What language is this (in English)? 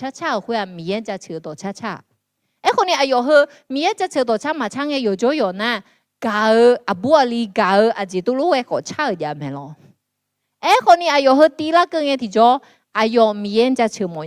Akha